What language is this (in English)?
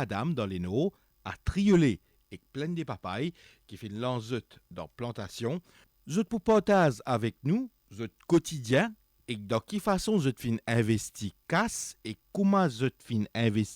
Morisyen